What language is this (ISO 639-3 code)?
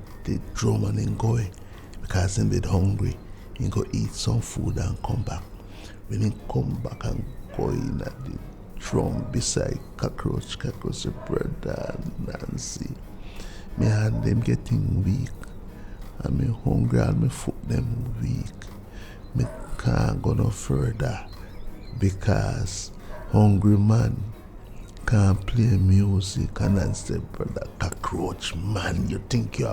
jam